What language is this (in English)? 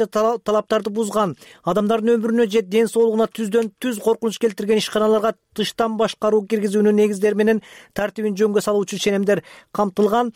Kyrgyz